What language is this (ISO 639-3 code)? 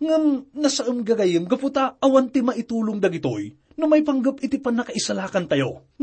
ilo